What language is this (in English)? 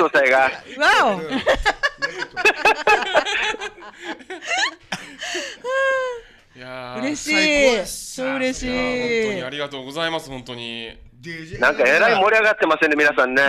Japanese